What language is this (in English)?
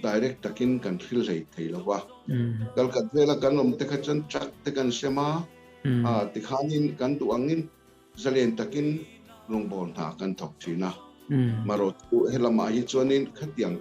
Mizo